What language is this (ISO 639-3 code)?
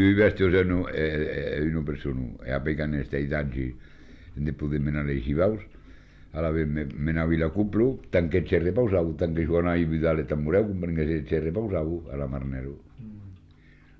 cat